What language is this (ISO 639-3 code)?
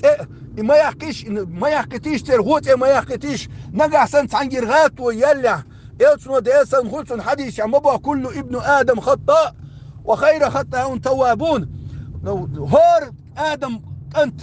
che